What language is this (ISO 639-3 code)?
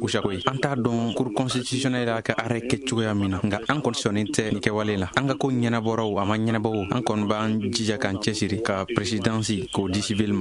bam